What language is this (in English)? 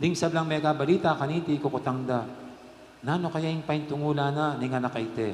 Pampanga